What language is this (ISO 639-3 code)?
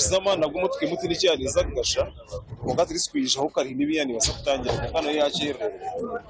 nyn